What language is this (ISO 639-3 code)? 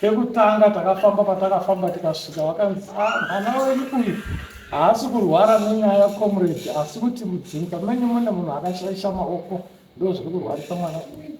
sna